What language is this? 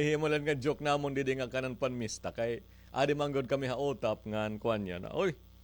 Waray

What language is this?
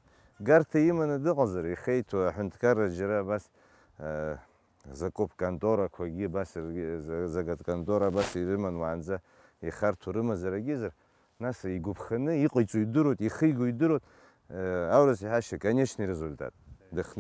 Abkhazian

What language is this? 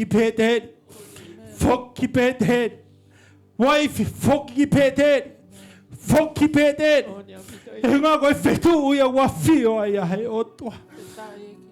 Tongan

